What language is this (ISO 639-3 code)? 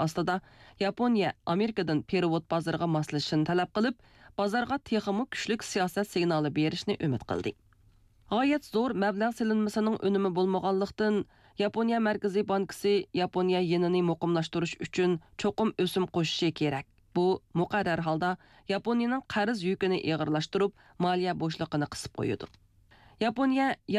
uig